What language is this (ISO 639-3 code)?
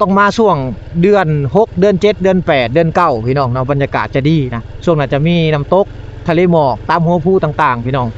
lao